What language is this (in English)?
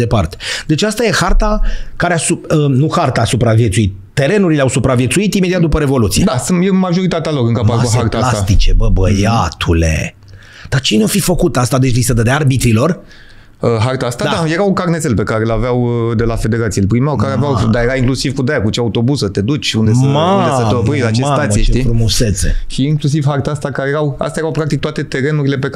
Romanian